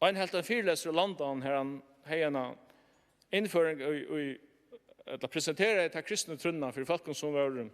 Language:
Faroese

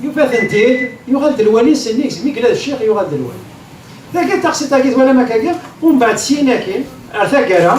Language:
Kabyle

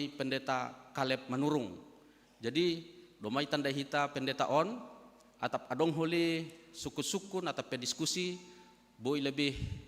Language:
Batak Simalungun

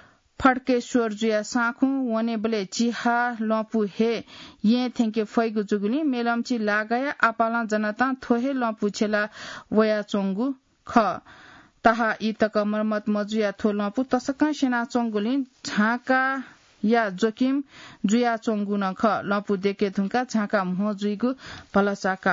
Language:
Newari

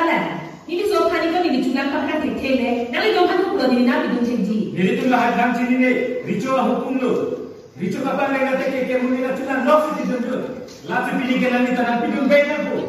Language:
Karbi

